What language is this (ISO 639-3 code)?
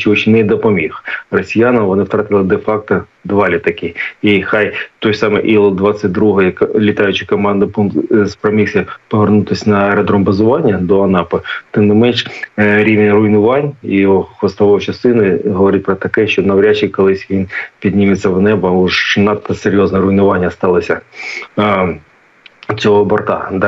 ukr